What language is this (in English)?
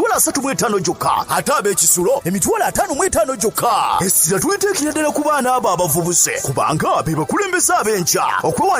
Ganda